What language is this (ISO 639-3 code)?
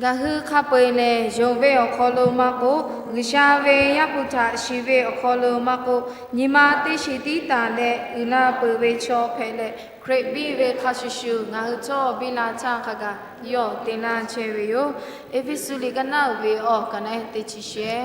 lhu